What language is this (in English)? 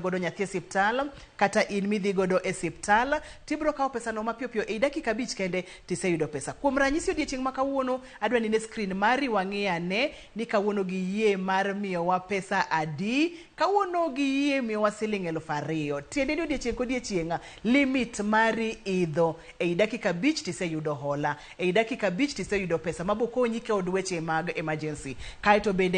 Luo (Kenya and Tanzania)